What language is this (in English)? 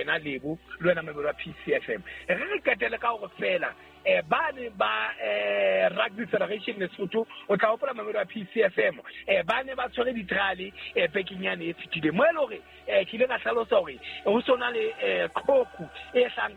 Southern Sotho